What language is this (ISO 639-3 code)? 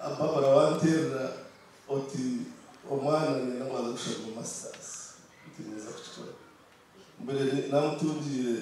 nyn